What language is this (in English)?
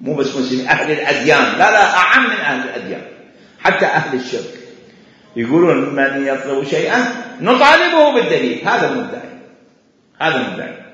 Mesopotamian Arabic